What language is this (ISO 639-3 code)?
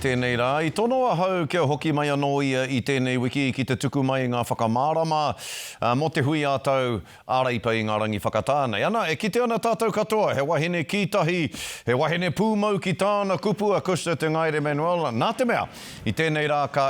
mri